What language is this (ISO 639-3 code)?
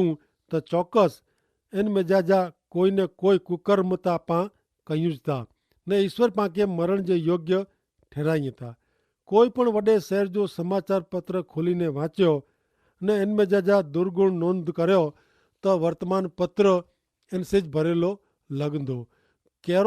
kfr